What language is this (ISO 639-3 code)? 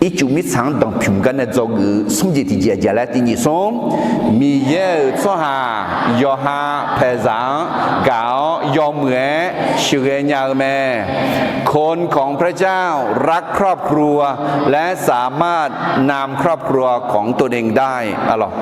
ahk